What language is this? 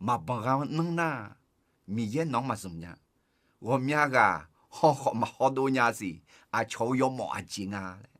Akha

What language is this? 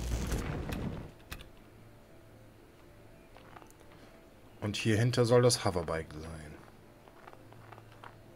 German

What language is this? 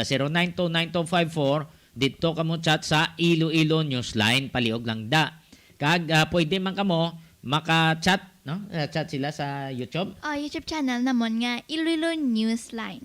Hiligaynon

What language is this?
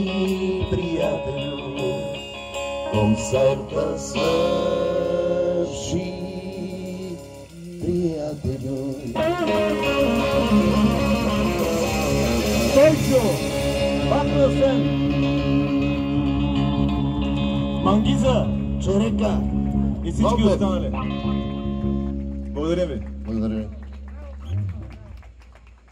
Bulgarian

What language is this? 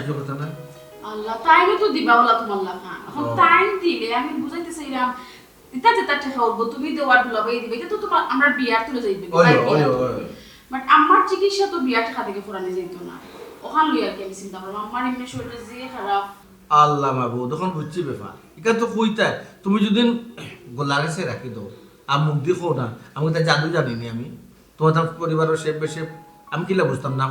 Sylheti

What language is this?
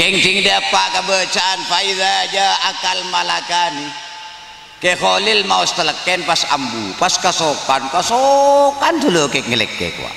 Madurese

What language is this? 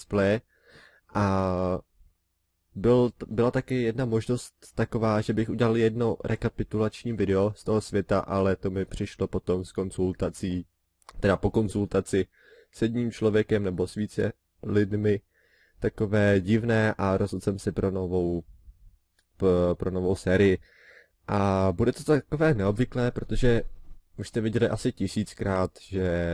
Czech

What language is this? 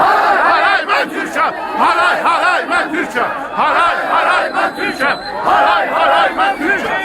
South Azerbaijani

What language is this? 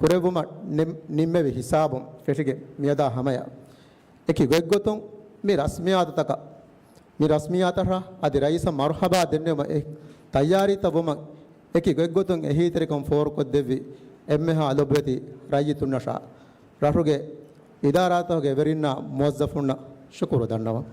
Divehi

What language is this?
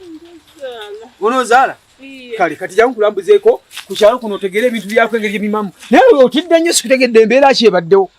Ganda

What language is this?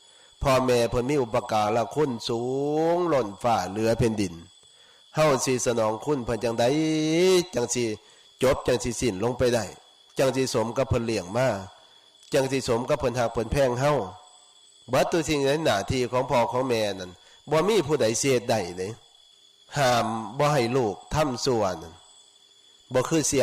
Northeastern Thai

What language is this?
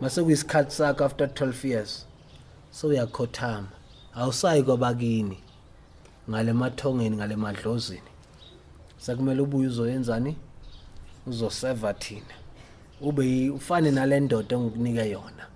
Zulu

